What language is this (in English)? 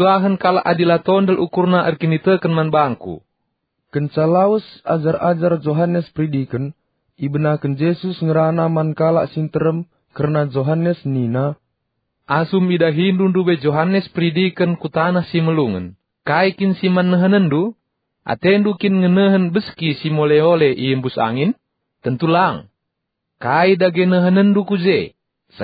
Batak Karo